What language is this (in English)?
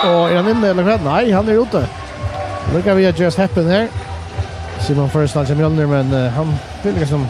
Faroese